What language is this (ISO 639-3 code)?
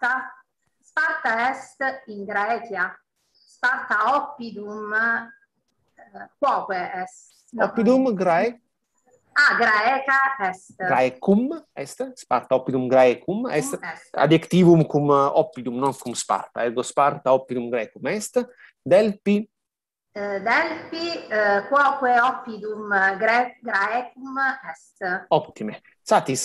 lat